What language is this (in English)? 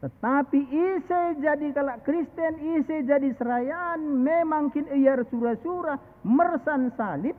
Batak Karo